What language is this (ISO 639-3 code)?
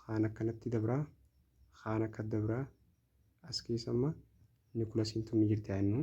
orm